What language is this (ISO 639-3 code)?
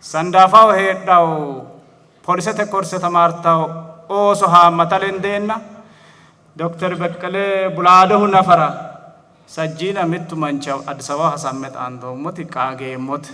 sid